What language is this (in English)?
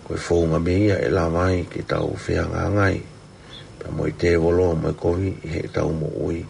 Tongan